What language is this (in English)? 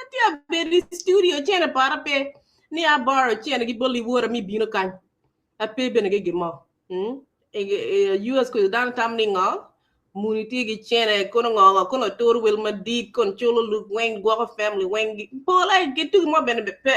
Acoli